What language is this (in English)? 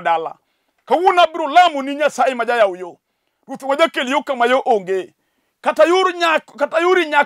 Luo (Kenya and Tanzania)